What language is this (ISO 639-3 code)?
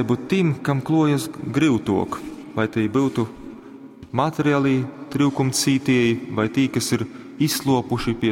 ltg